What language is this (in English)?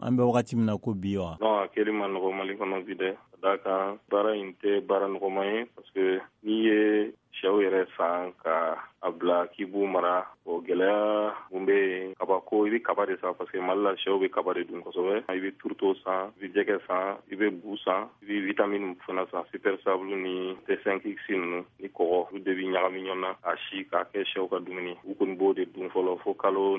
Bambara